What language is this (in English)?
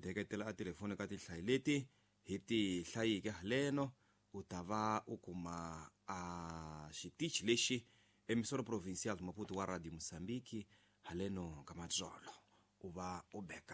Tsonga